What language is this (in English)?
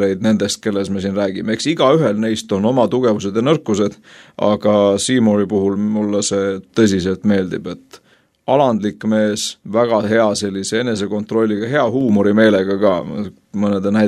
Estonian